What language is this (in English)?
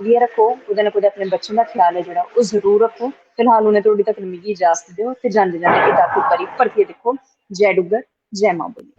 Dogri